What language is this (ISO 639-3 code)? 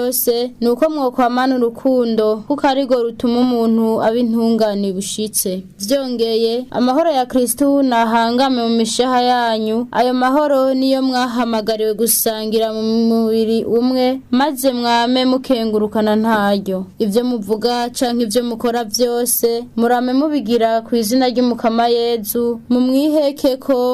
run